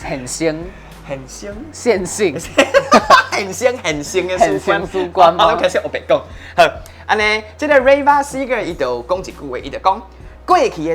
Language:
Min Nan Chinese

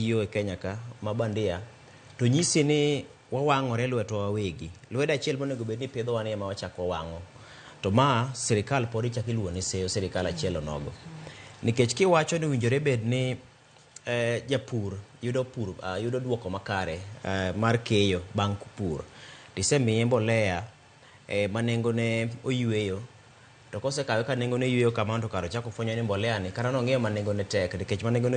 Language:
Luo (Kenya and Tanzania)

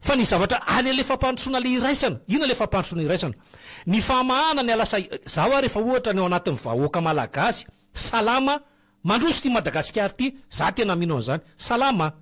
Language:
Malagasy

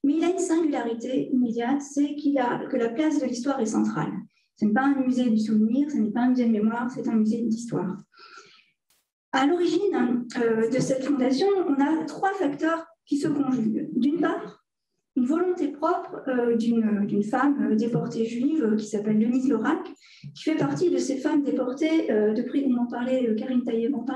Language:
French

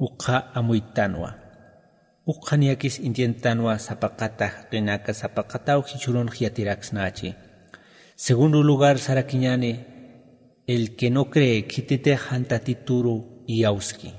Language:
Aymara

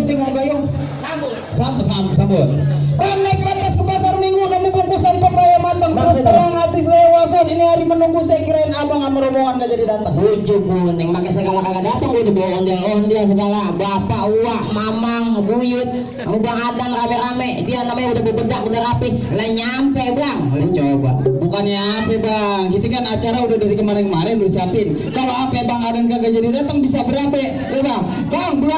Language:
Betawi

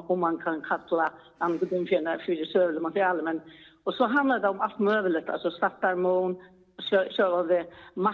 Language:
Faroese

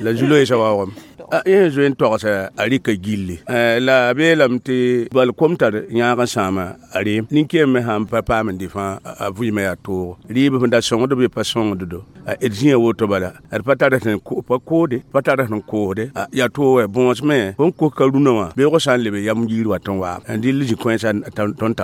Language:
Mossi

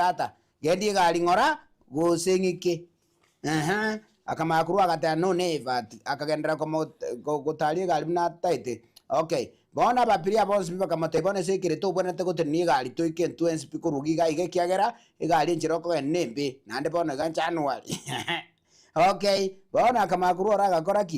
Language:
Gusii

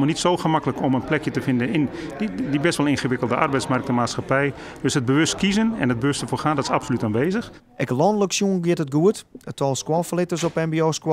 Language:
Western Frisian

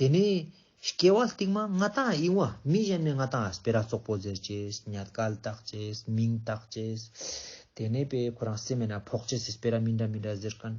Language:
Ladakhi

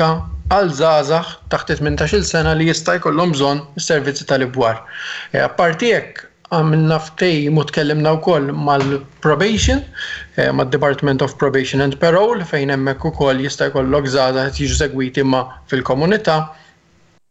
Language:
Maltese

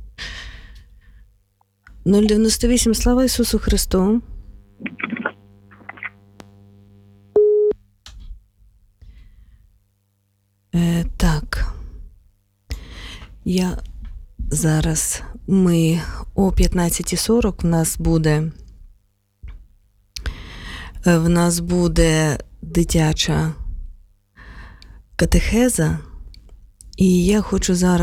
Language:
Ukrainian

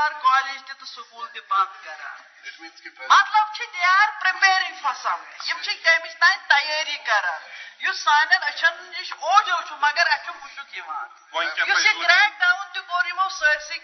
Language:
Kashmiri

